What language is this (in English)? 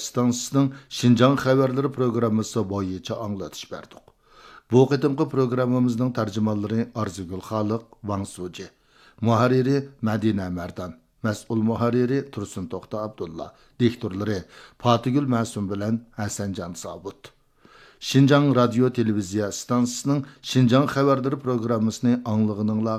Uyghur